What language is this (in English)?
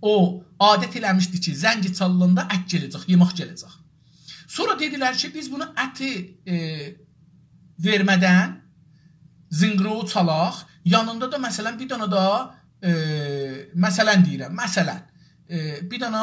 South Azerbaijani